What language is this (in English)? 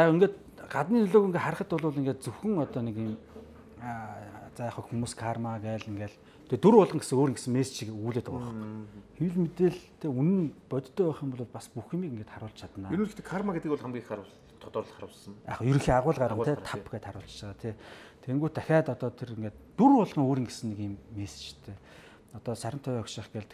Mongolian